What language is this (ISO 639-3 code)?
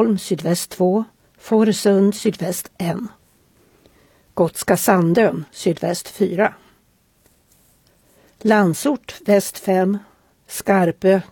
swe